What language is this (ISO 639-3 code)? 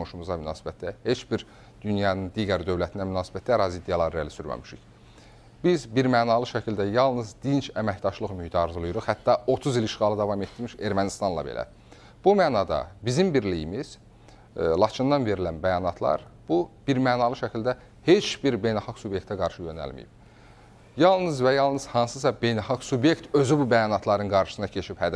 aze